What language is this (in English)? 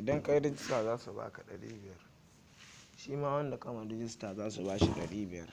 Hausa